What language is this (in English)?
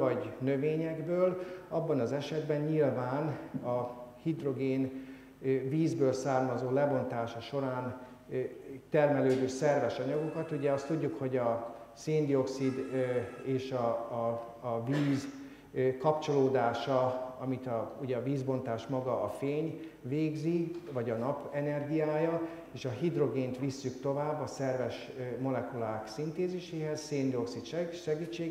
Hungarian